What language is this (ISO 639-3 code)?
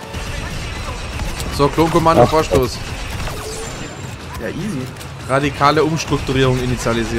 deu